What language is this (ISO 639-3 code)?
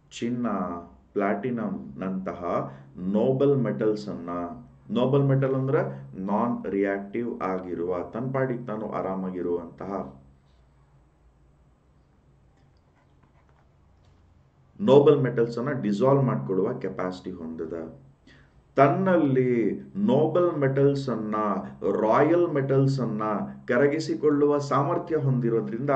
kan